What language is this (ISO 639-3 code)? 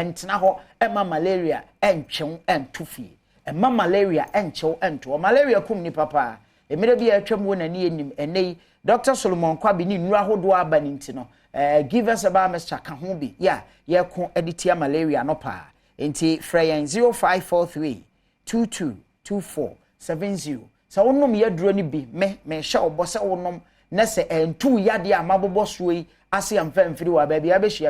aka